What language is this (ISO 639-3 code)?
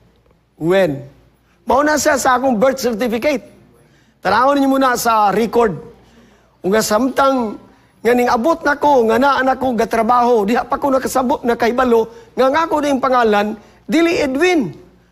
ceb